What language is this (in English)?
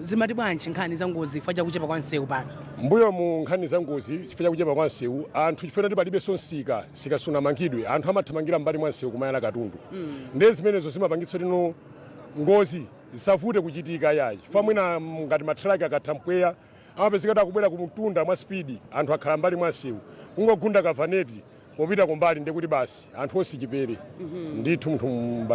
Nyanja